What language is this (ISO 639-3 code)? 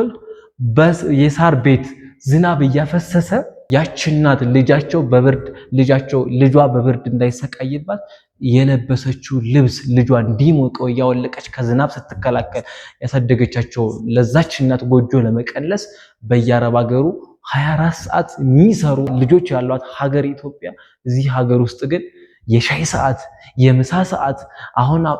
amh